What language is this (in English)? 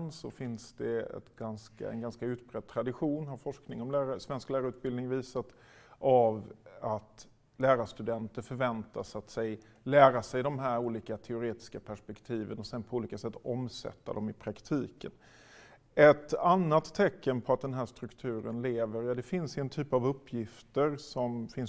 Swedish